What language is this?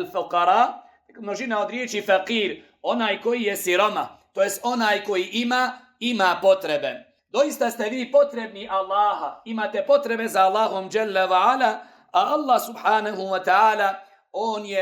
Bosnian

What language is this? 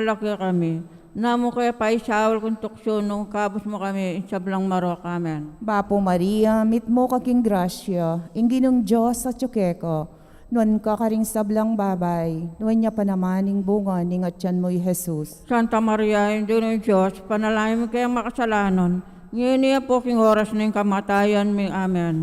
Pampanga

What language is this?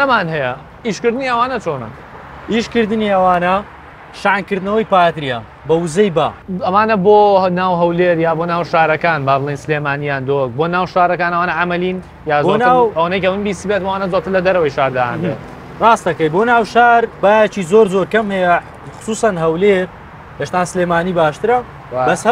Central Kurdish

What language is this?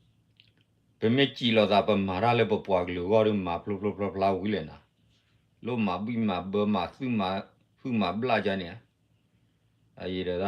S'gaw Karen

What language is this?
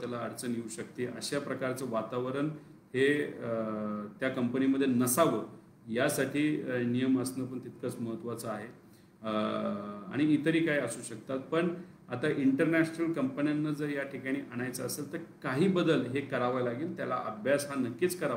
Marathi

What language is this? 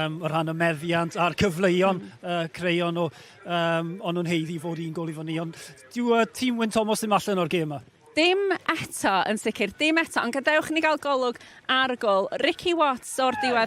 Welsh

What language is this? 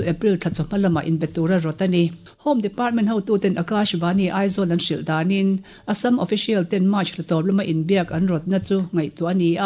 Mizo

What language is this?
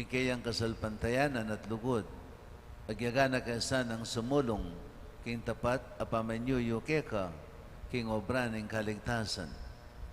Pampanga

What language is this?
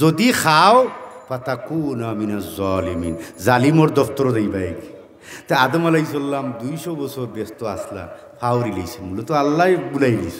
Sylheti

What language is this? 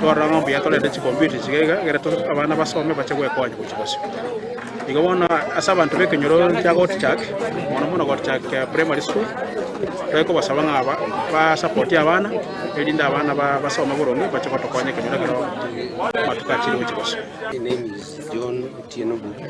Gusii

